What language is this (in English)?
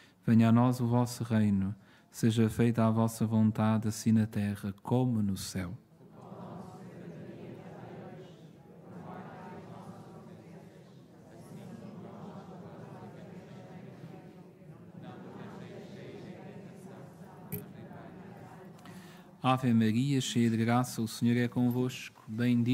Portuguese